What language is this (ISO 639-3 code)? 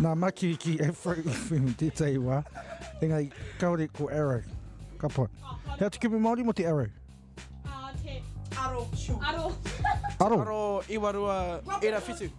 mri